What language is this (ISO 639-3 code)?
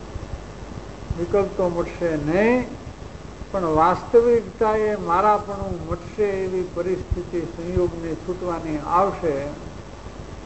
guj